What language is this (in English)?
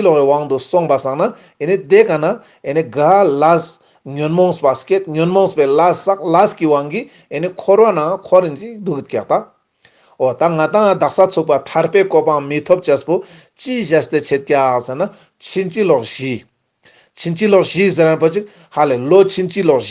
Ladakhi